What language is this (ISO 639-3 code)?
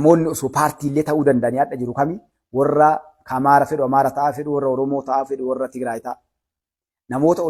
orm